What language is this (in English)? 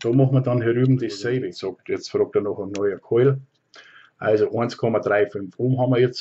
Bavarian